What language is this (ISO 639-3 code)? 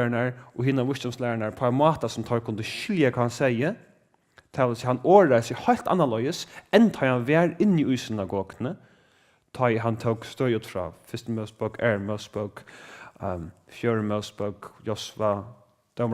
fao